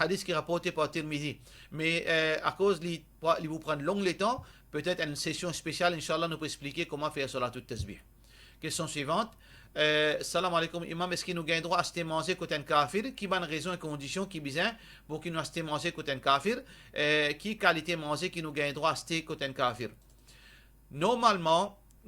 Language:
Morisyen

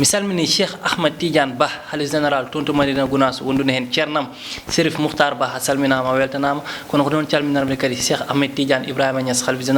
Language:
Fula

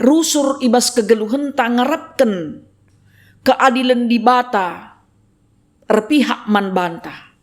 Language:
Batak Karo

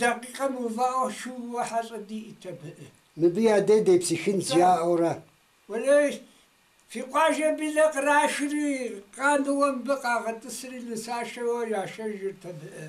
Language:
Kabardian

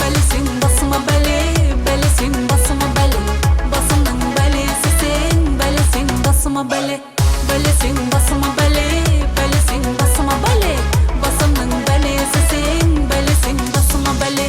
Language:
Kara-Kalpak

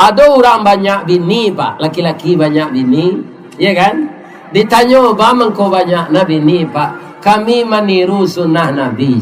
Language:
Minangkabau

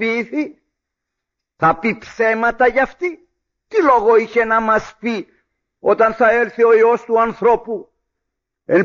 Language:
Greek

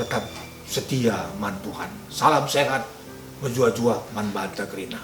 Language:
Batak Karo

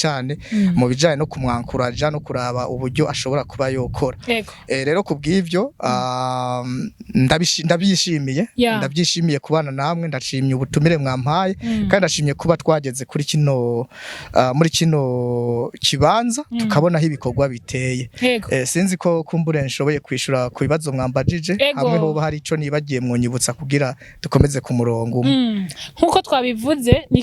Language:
Rundi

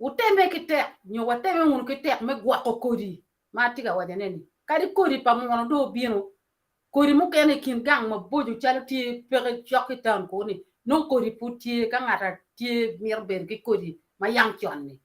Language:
Acoli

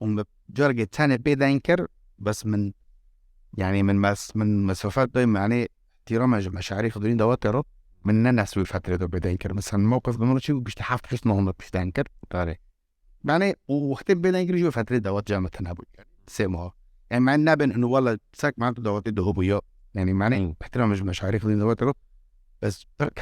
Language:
Kurdish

